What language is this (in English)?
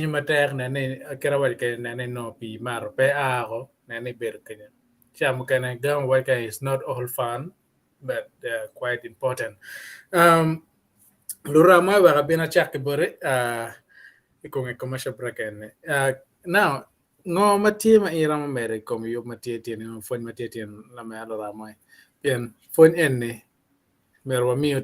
Acoli